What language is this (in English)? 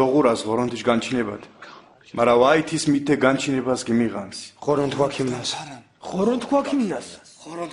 Mingrelian